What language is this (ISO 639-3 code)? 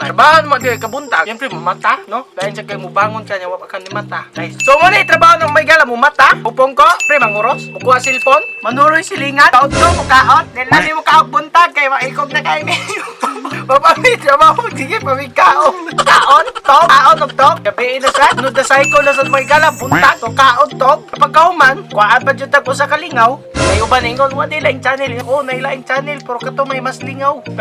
ceb